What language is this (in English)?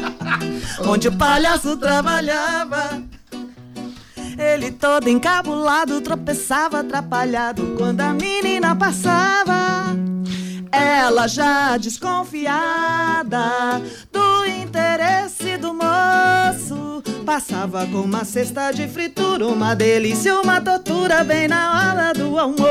Portuguese